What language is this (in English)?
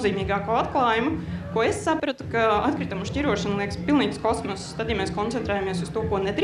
Latvian